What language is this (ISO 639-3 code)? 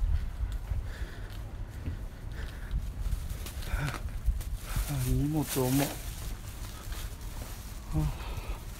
jpn